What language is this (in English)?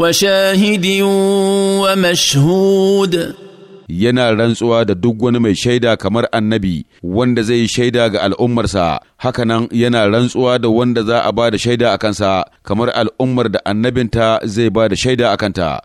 Hausa